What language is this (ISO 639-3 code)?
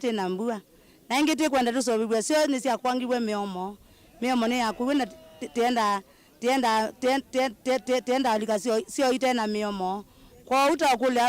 kam